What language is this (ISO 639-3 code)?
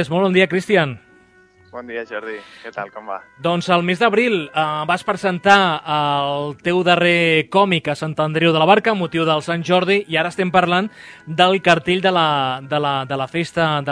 cat